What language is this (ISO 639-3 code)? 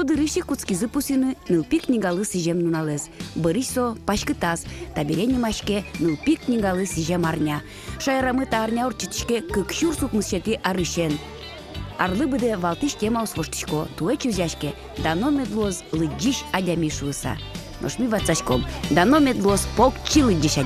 udm